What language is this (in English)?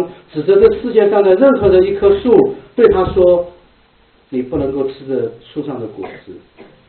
Chinese